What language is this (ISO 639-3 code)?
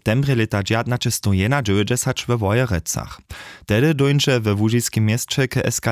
hsb